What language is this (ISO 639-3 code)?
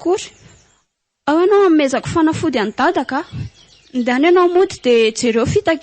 mlg